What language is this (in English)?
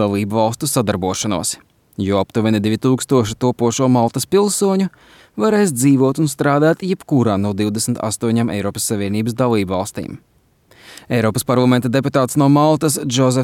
Latvian